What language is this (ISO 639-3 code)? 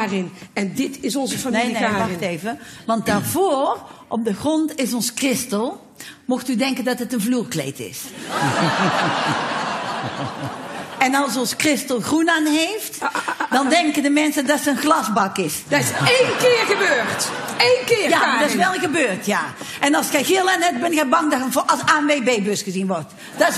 nld